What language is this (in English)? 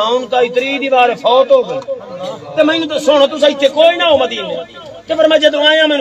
Saraiki